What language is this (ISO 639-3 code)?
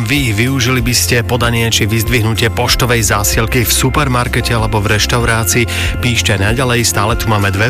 slk